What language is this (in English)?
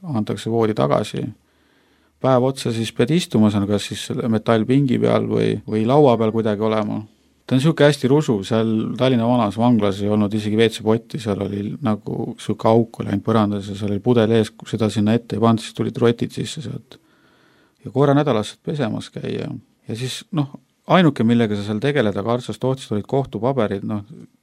Estonian